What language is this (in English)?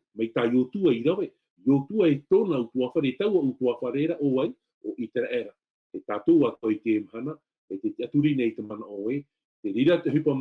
Tahitian